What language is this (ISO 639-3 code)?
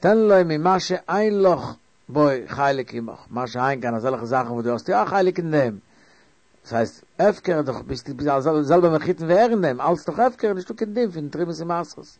yid